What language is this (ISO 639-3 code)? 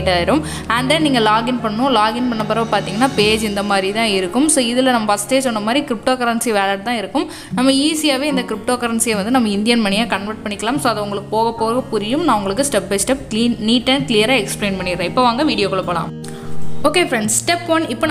tam